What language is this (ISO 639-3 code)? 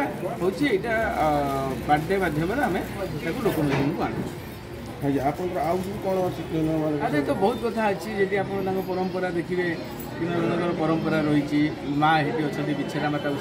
ori